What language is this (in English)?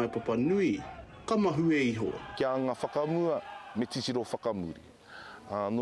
Māori